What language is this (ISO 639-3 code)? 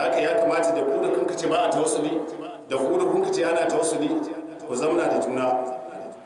hau